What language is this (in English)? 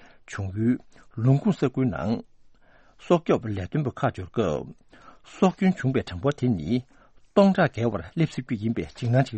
Tibetan